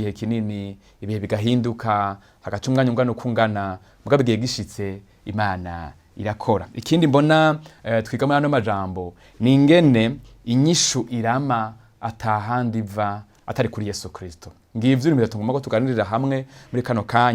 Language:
Rundi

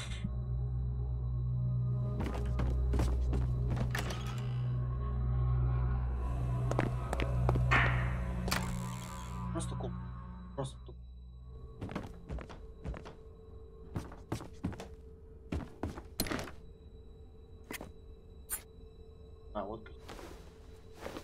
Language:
Russian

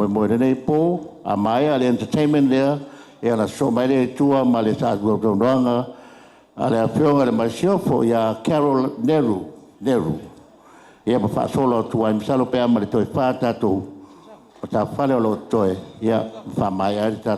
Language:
Samoan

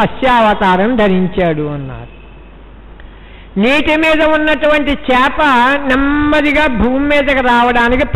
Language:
Telugu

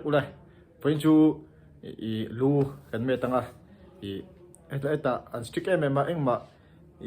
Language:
Mizo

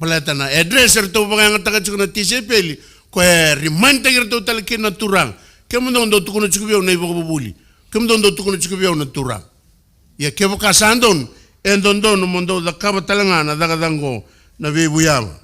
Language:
Fijian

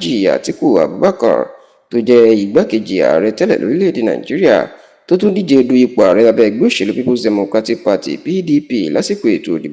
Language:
Yoruba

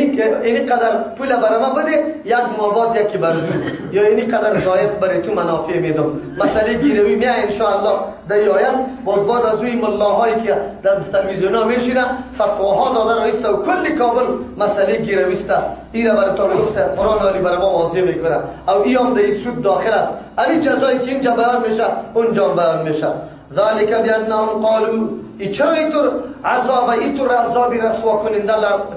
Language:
Persian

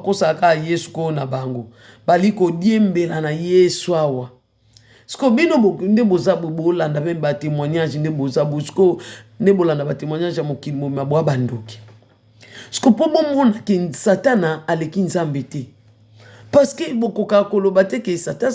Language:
Lingala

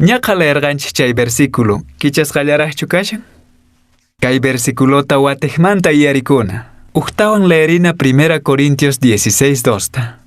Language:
Quechua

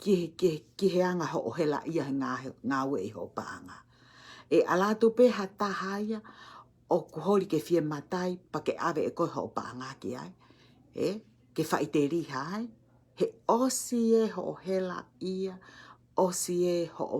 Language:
Tongan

